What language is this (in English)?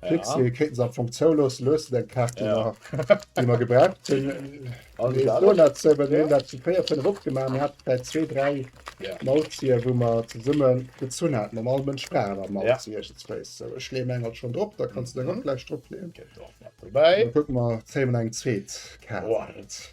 Luxembourgish